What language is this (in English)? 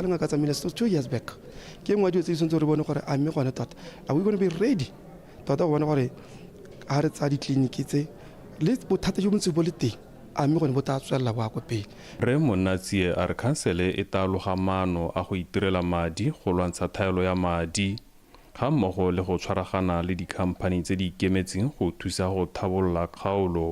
Tswana